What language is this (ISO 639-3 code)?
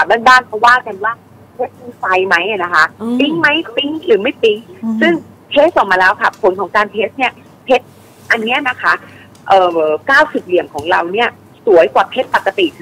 tha